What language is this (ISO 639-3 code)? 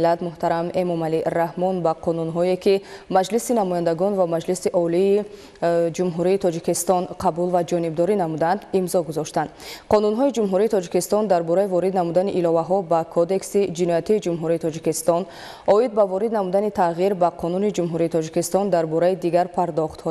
tgk